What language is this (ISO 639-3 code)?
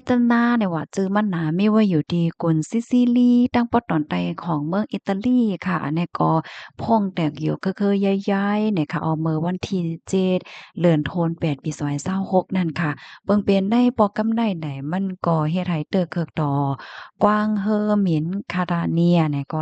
shn